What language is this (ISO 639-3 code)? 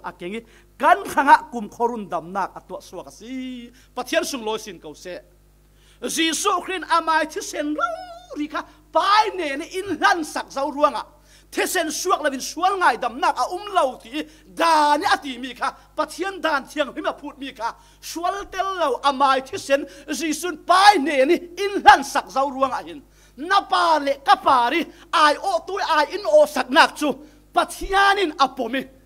cfm